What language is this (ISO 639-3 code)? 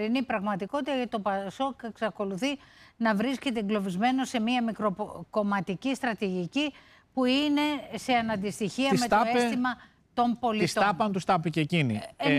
ell